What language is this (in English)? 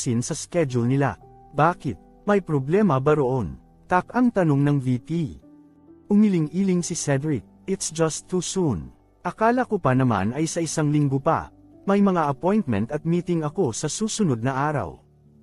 Filipino